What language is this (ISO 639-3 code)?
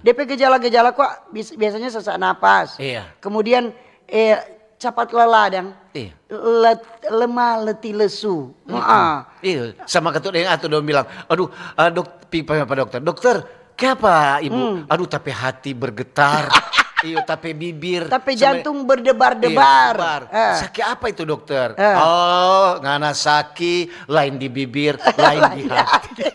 xmm